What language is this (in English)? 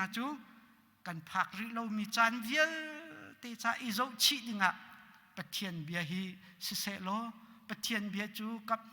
Hakha Chin